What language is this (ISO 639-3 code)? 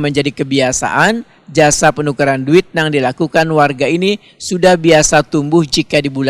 bjn